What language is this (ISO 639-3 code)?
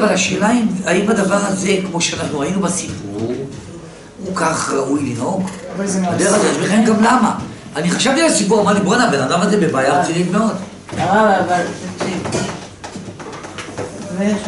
heb